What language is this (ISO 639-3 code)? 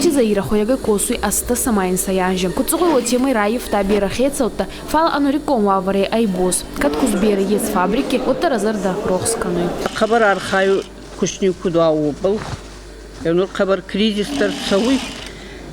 oss